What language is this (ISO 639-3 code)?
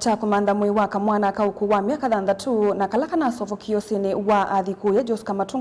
kam